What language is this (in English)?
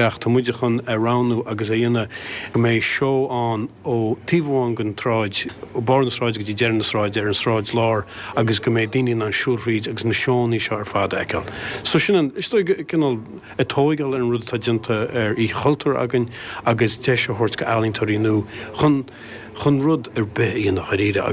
Irish